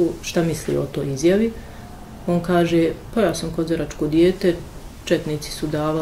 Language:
Bosnian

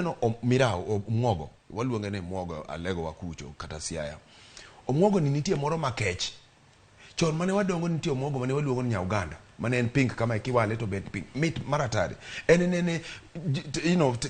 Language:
Luo (Kenya and Tanzania)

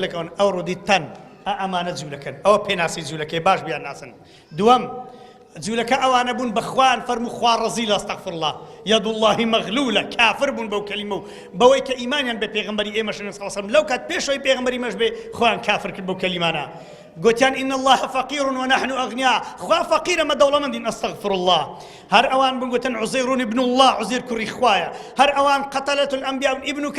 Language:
Central Kurdish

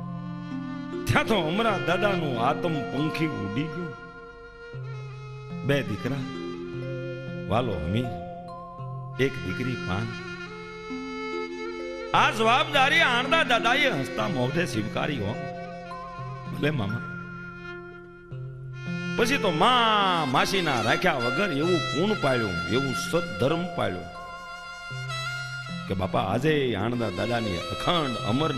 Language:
Gujarati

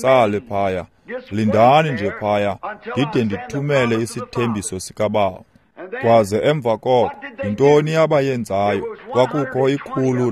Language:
Xhosa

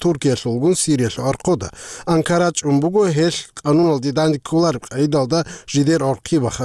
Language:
Avaric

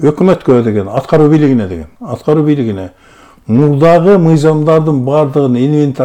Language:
Kyrgyz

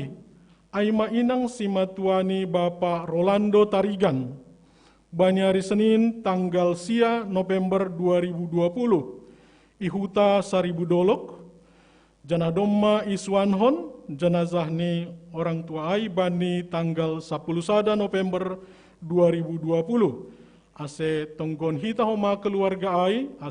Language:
Batak Simalungun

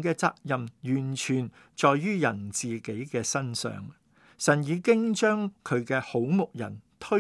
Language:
Cantonese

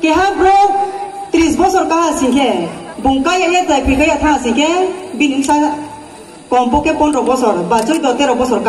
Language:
Riang (India)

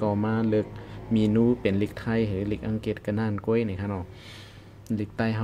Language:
Shan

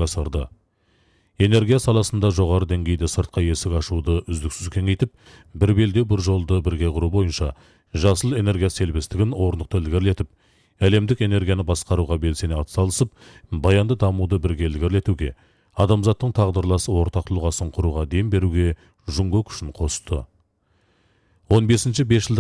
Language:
Kazakh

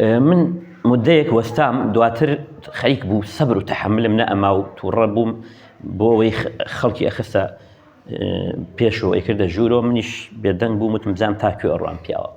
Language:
Central Kurdish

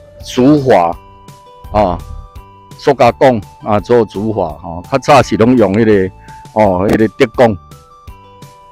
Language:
Min Nan Chinese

